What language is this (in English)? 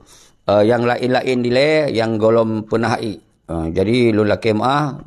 Achinese